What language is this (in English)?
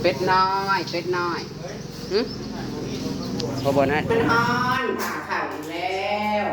Northeastern Thai